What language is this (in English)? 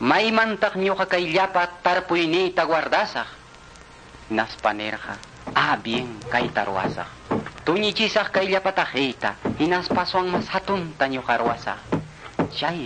Quechua